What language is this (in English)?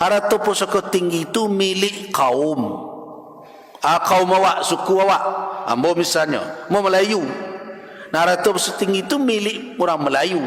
Minangkabau